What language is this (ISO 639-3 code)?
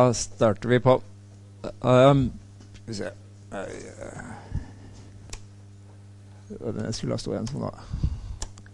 nor